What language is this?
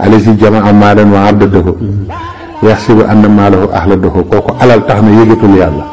Wolof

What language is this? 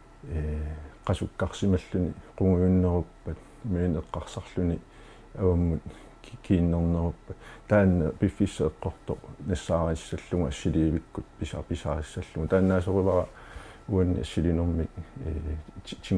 Kalaallisut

